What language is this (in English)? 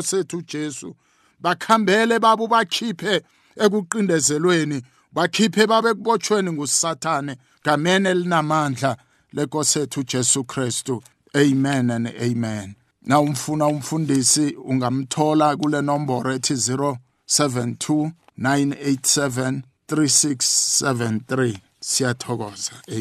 South Ndebele